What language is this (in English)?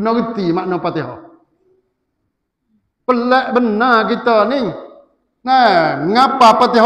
Malay